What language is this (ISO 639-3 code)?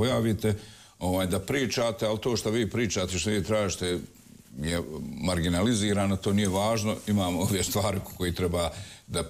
hrv